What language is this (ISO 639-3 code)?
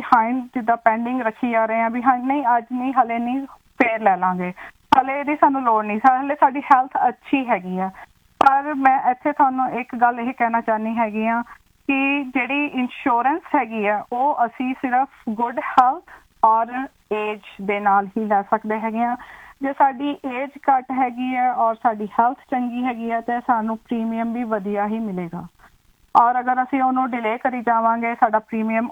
pan